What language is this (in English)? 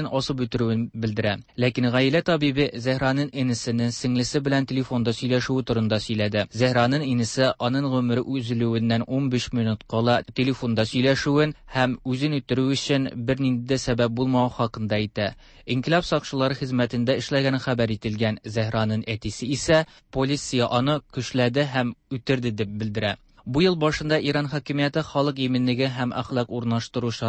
Tatar